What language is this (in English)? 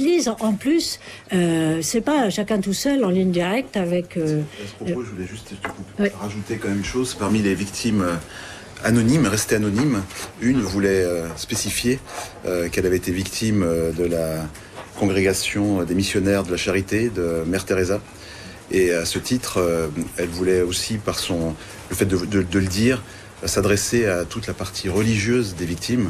French